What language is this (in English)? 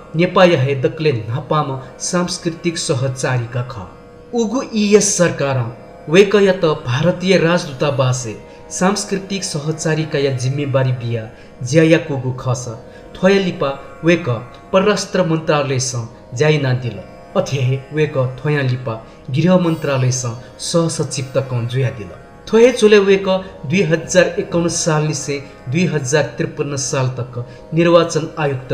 Newari